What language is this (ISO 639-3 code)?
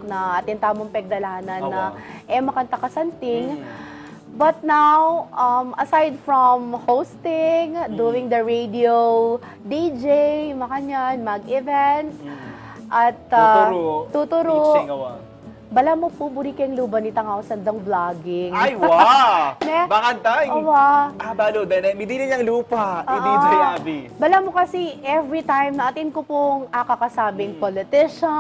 pam